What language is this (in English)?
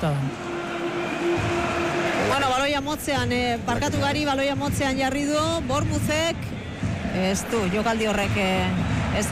Basque